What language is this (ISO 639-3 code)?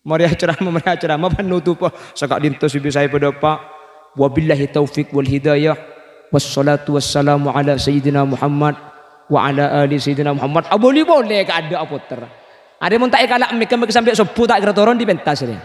mad